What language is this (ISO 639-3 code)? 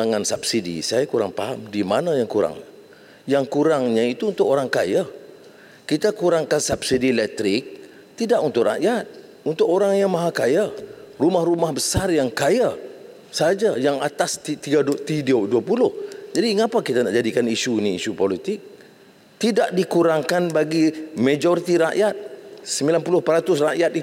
msa